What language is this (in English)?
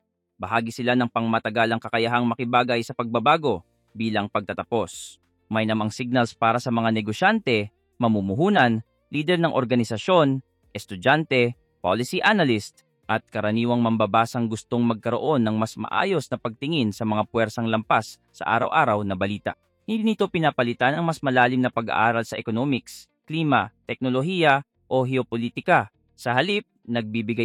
Filipino